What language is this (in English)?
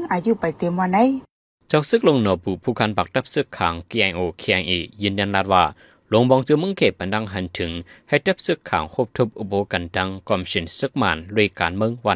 Shan